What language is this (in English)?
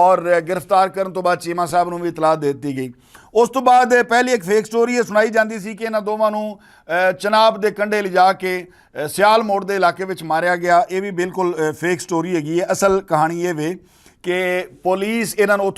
Western Panjabi